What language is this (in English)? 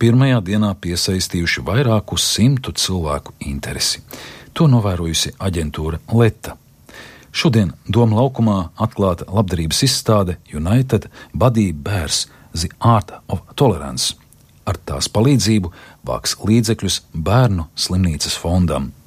Latvian